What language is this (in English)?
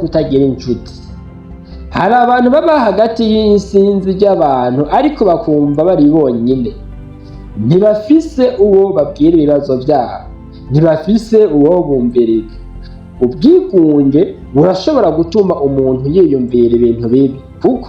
Rundi